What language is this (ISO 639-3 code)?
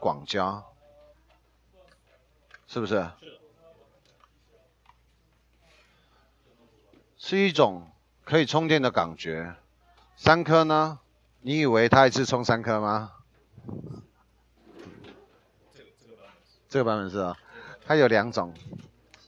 zho